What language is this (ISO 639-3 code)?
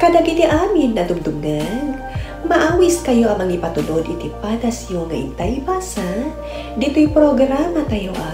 ilo